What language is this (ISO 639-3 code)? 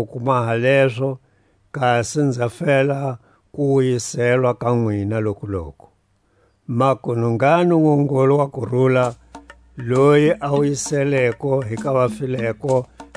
tsc